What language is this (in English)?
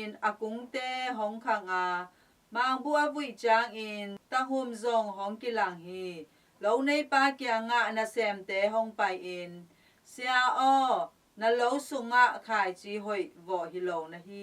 Tedim Chin